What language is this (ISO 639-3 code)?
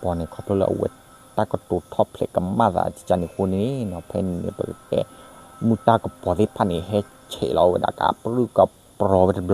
ksw